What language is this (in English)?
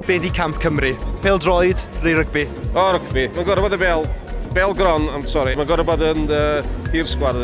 Welsh